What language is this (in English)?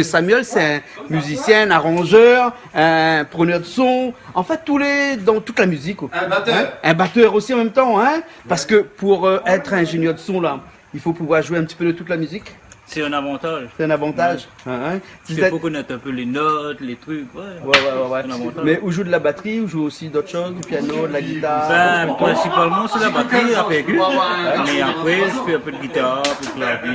Réunion Creole French